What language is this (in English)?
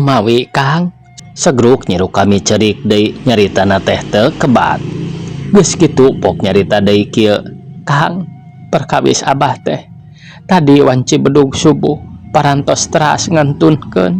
Sundanese